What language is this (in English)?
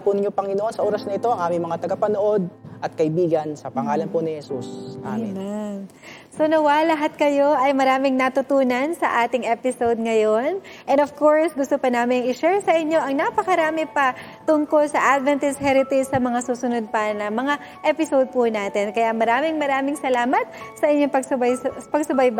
Filipino